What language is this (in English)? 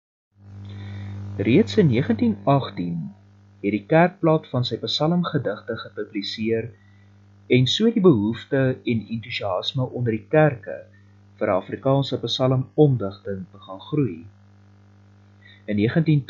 Afrikaans